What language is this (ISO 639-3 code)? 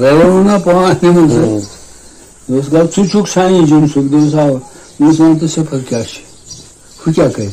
kas